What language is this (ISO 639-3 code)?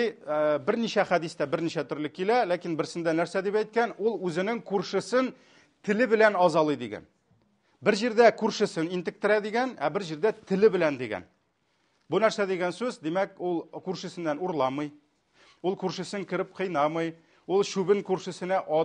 tat